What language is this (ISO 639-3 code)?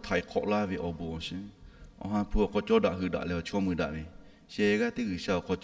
lhu